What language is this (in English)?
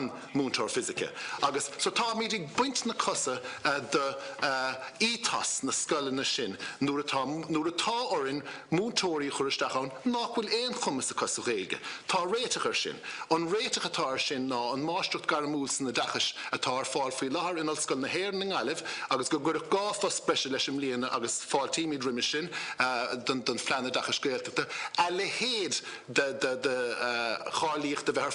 Irish